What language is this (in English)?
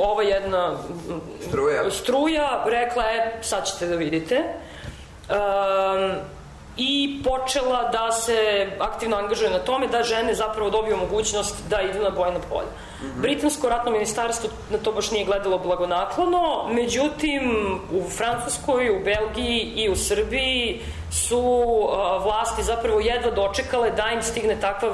Serbian